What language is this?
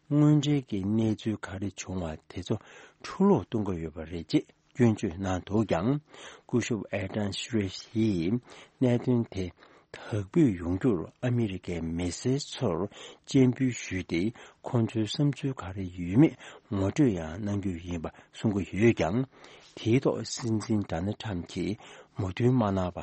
Tibetan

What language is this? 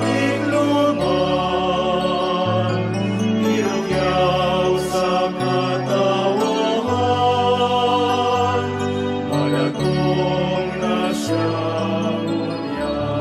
Bikol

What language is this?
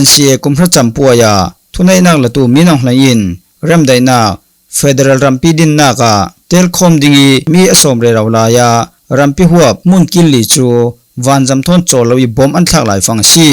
Falam Chin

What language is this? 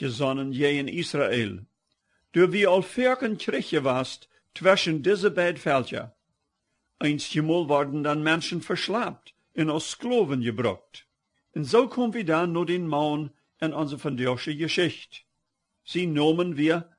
Plautdietsch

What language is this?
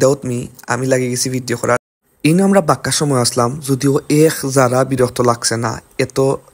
Sylheti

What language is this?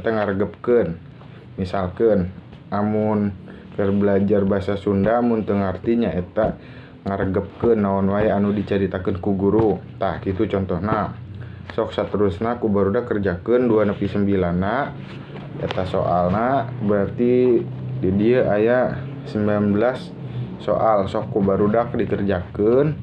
Sundanese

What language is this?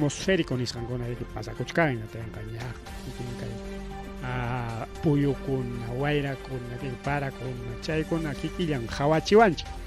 Ayacucho Quechua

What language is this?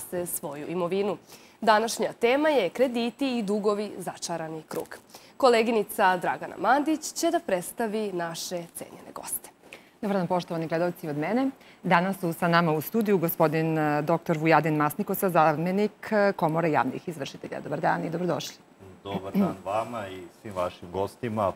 Serbian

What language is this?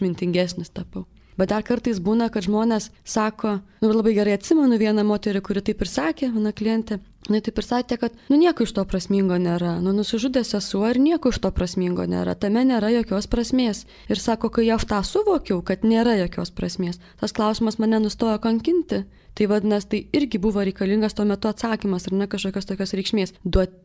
Lithuanian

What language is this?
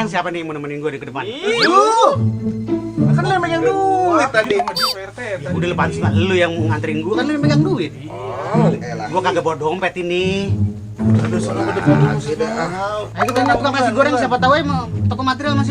Betawi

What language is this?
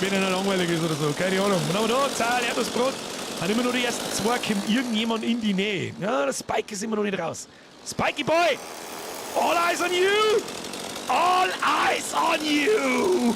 Bavarian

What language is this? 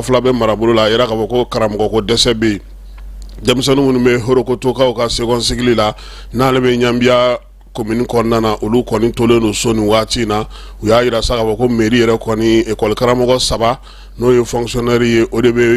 Bambara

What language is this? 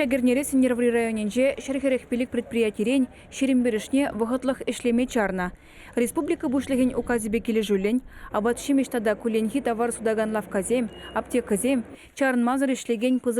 Chuvash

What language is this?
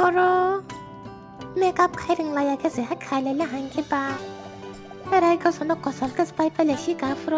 Kok Borok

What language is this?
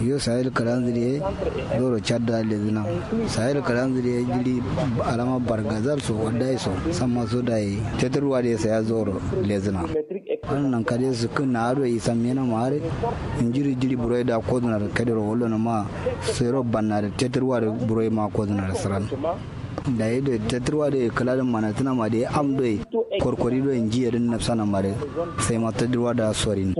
Kanuri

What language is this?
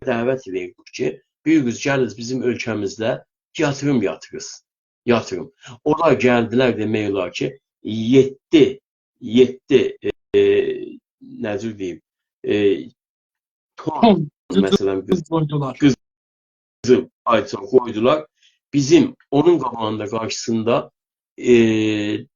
South Azerbaijani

